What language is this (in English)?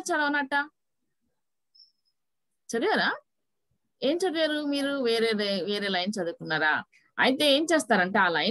Telugu